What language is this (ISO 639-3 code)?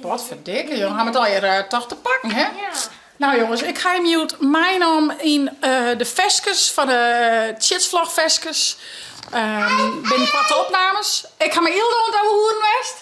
fry